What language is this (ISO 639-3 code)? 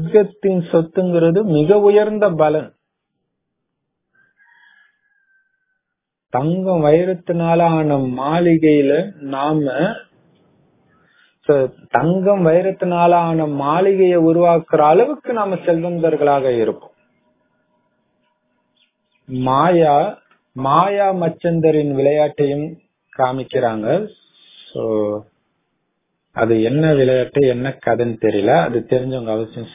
tam